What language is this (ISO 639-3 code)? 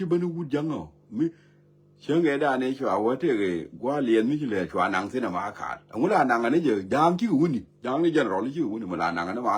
nus